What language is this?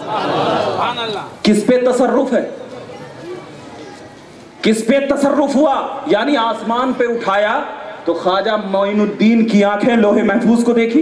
Urdu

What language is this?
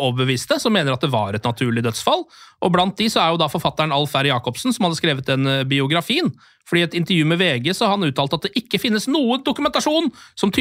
Norwegian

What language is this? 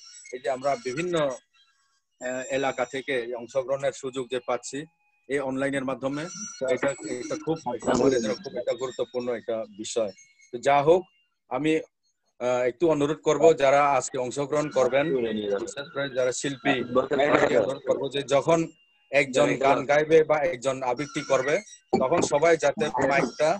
Bangla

